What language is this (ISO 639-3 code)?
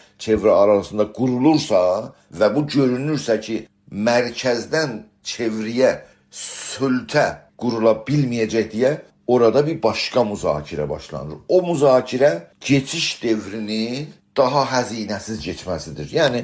azb